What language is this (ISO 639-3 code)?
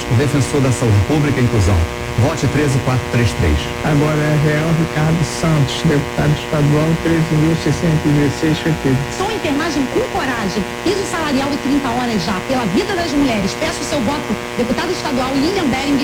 por